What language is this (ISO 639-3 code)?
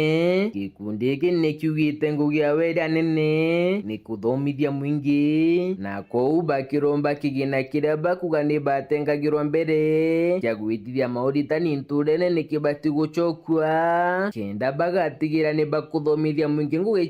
mer